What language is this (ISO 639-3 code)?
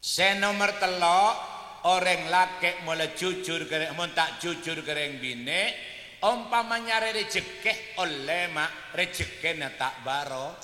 mad